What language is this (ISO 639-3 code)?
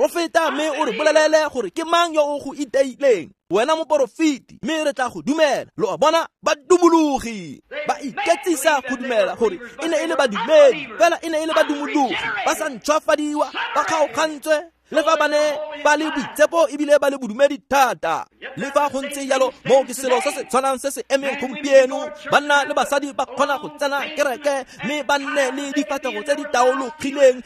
tsn